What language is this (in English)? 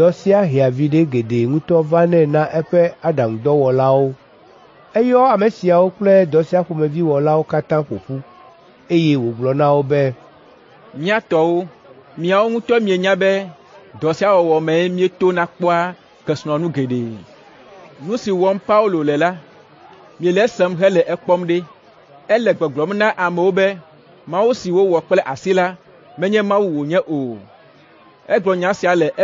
Ewe